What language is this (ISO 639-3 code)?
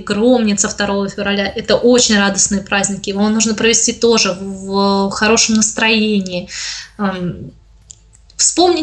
rus